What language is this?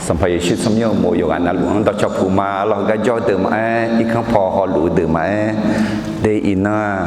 Akha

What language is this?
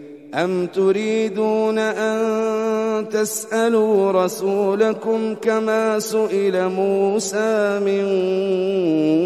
Arabic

